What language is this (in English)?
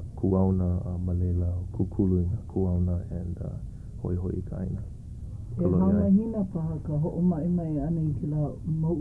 Hawaiian